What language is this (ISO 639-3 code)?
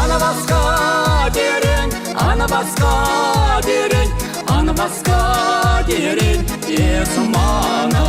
chv